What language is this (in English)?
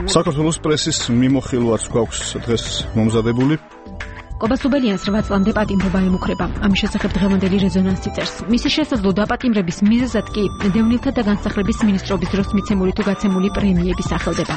Georgian